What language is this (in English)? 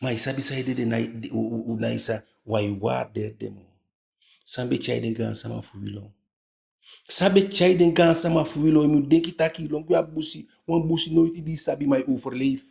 Eastern Maroon Creole